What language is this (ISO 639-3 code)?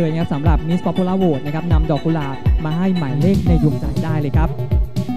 tha